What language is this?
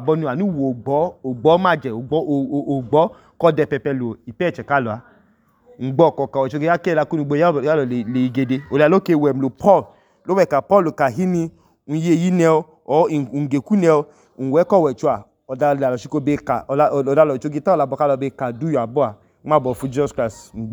Idoma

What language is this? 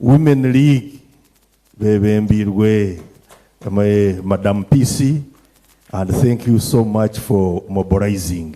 Nyankole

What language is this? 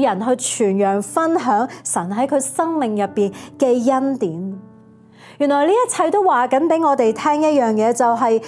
Cantonese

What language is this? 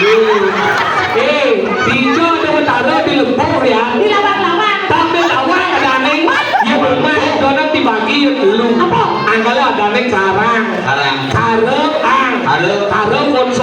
Balinese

